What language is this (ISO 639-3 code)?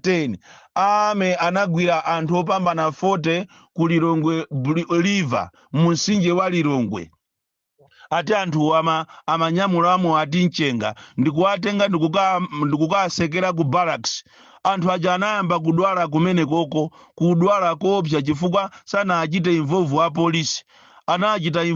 nya